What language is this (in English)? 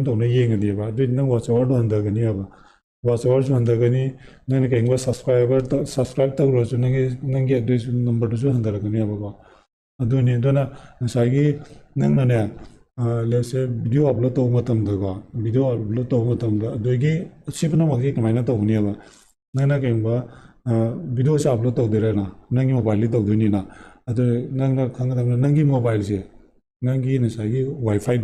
Manipuri